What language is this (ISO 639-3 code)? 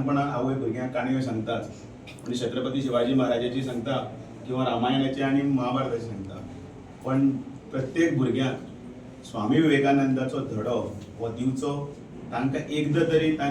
kok